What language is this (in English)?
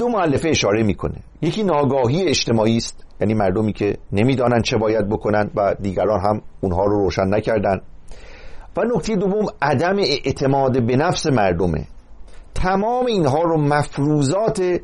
Persian